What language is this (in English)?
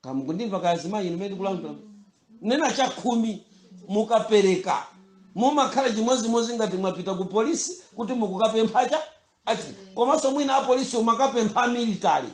Nyanja